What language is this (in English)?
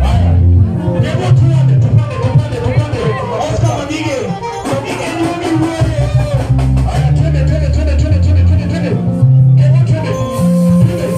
Luo (Kenya and Tanzania)